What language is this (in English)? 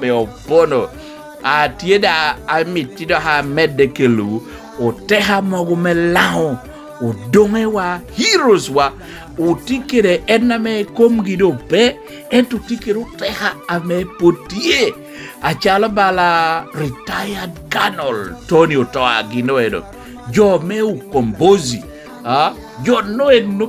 Lango (Uganda)